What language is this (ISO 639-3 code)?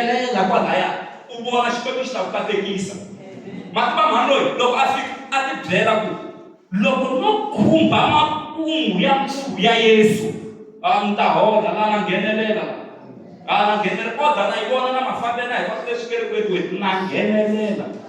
tso